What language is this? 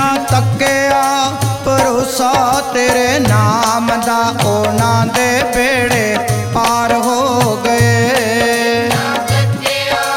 Punjabi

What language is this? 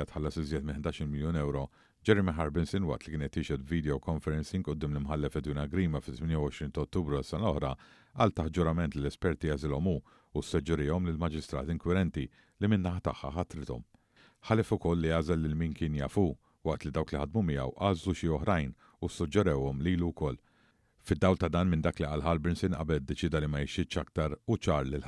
Maltese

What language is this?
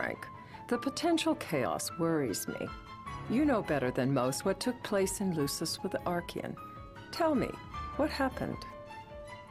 English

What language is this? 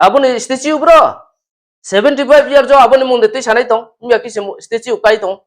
Riang (India)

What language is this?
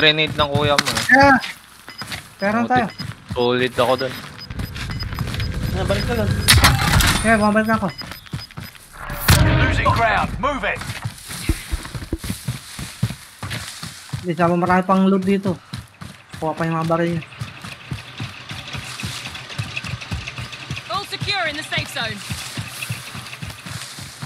Filipino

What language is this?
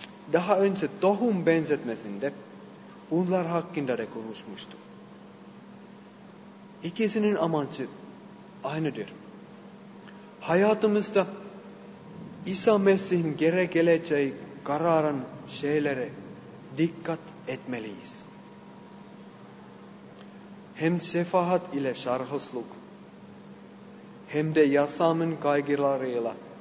Turkish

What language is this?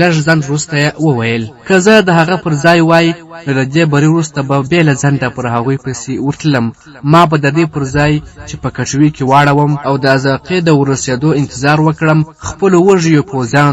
Pashto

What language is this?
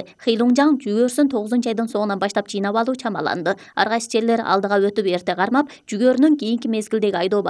Kyrgyz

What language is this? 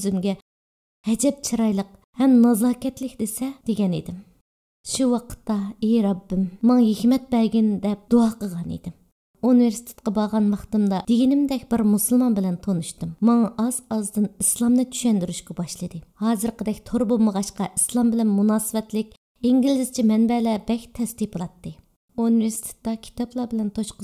Uyghur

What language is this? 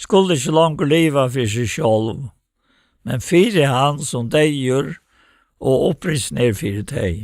Faroese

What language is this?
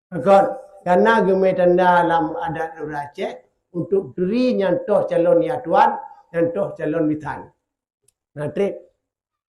Achinese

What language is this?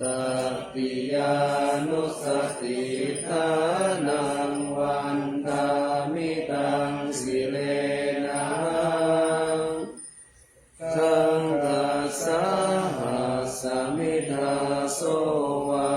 Pali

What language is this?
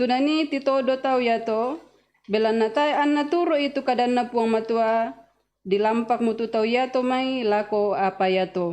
Toraja-Sa'dan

